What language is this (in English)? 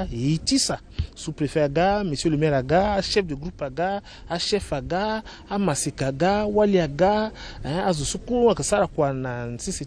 Sango